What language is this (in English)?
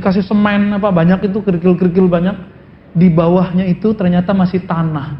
Indonesian